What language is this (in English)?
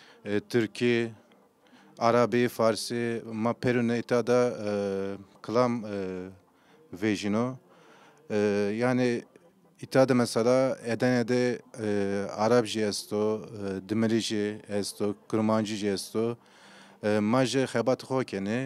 Zaza